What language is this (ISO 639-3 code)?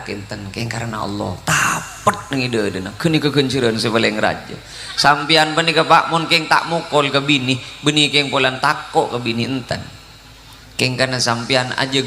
mad